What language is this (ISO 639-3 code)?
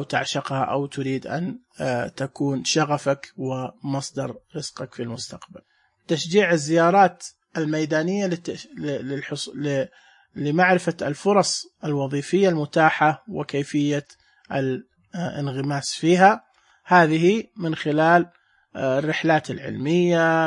ars